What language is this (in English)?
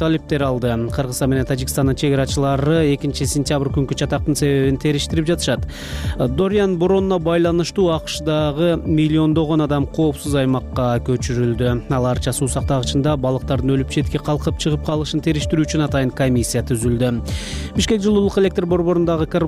Kyrgyz